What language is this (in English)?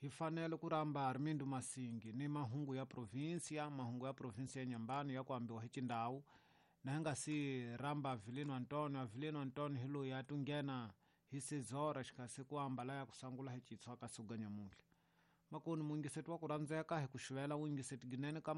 Tsonga